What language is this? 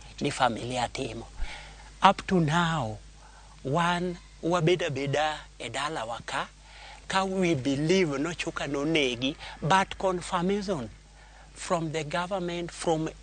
Luo (Kenya and Tanzania)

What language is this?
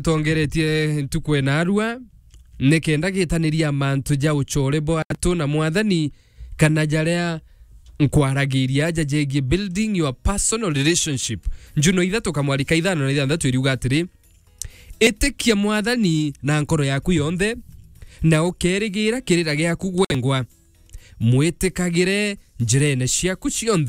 Meru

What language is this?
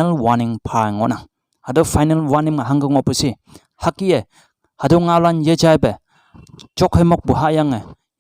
Konyak Naga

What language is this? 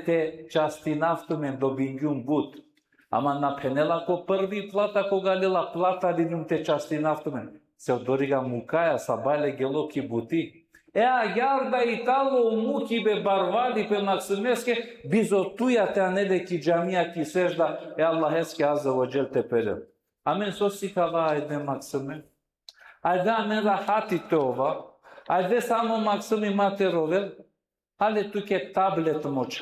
Balkan Romani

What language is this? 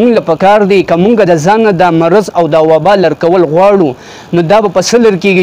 Pashto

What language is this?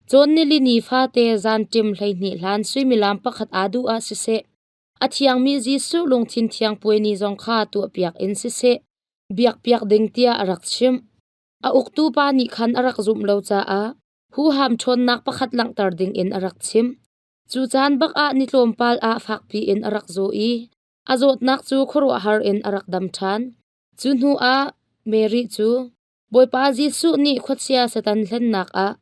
Hakha Chin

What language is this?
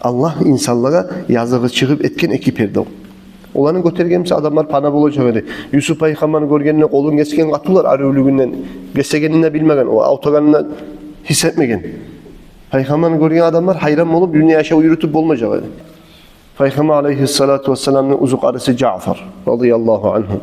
Kumyk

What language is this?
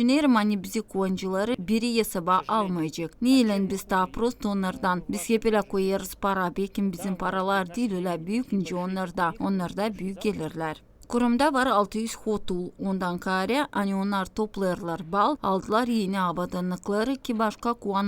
Gagauz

